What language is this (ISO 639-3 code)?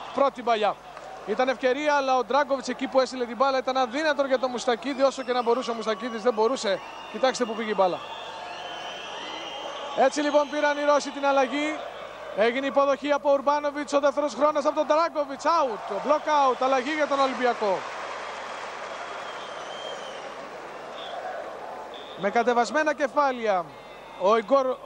ell